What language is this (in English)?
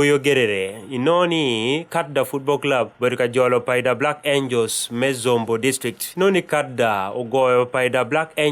Acoli